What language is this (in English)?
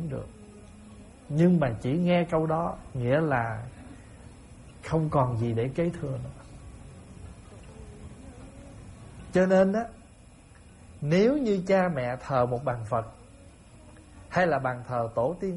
Vietnamese